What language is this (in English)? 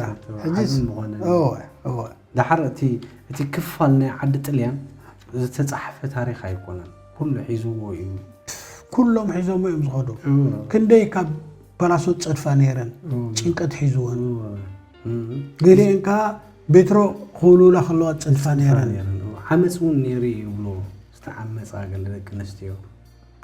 Tigrinya